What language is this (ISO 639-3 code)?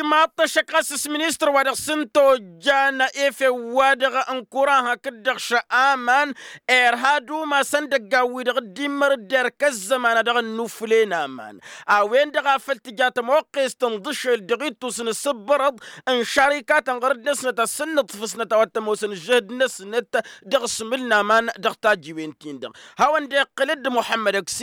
taq